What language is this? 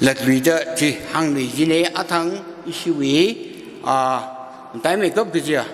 Tangkhul Naga (India)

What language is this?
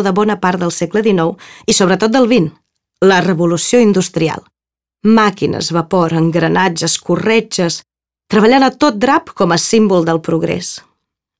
Catalan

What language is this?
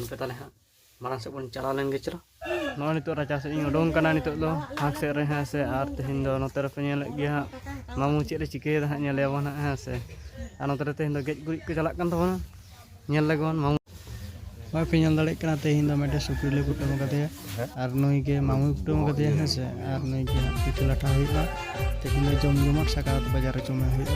Santali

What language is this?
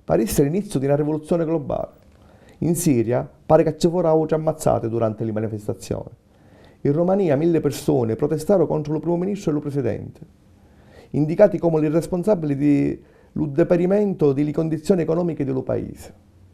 Sicilian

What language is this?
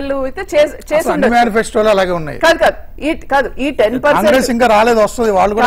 Telugu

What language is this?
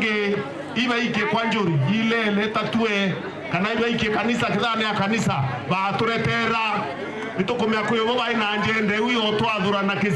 Meru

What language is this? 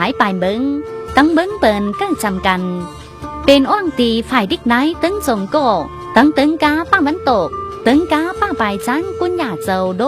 Tai Nüa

